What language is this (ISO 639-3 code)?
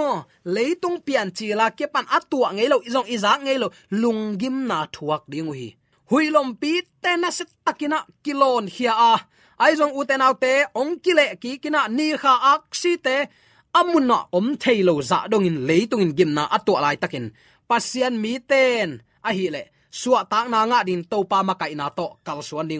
ctd